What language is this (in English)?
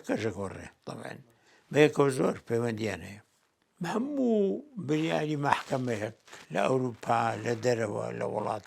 Central Kurdish